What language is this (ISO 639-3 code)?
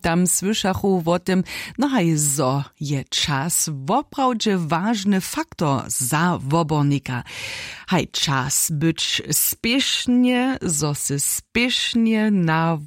hsb